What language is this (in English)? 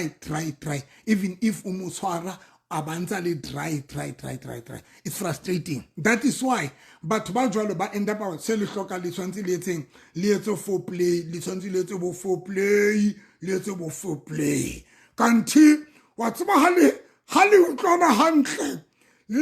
Southern Sotho